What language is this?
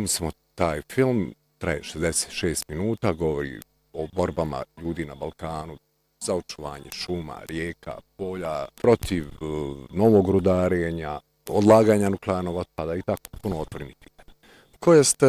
Bosnian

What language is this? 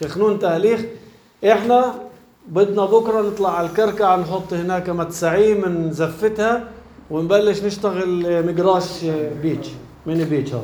North Levantine Arabic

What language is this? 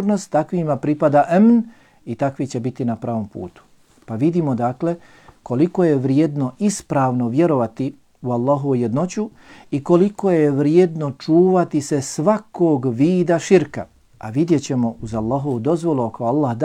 Bosnian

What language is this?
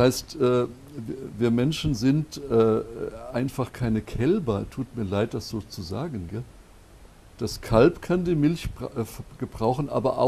German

